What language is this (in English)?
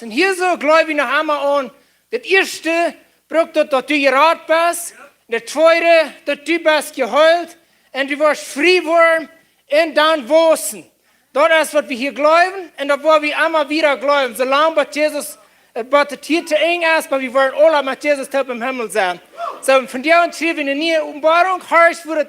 Plautdietsch